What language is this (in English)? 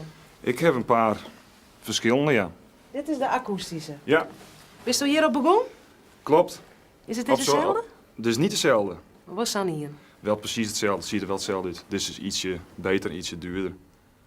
Western Frisian